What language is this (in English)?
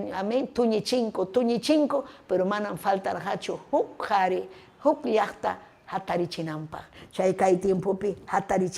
Ayacucho Quechua